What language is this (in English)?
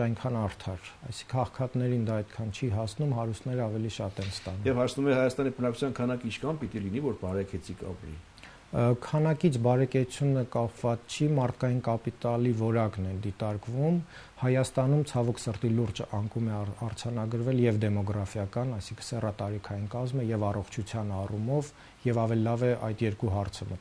Armenian